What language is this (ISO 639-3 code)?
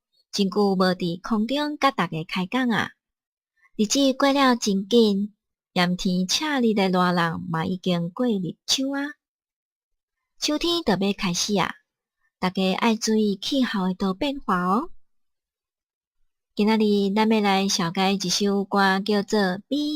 nan